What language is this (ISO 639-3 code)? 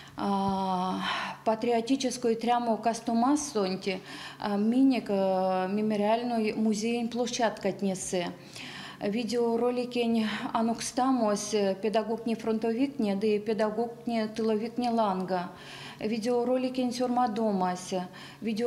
myv